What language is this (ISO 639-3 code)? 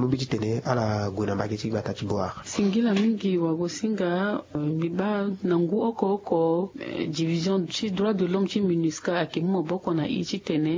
sag